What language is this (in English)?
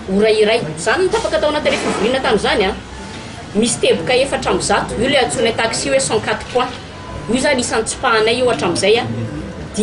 Malagasy